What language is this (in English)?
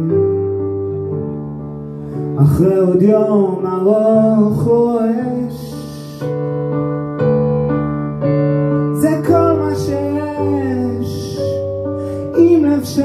Hebrew